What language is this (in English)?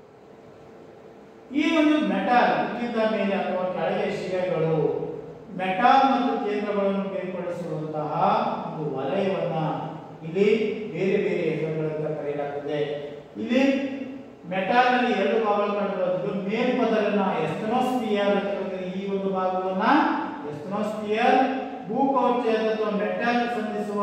Kannada